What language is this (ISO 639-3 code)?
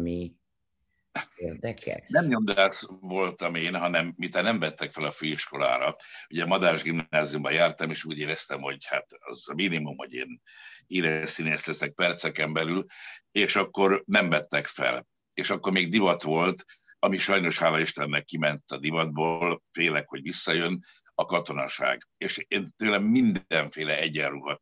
hun